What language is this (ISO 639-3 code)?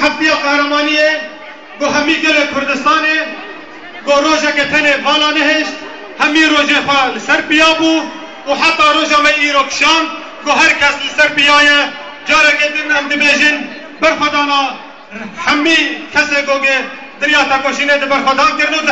kur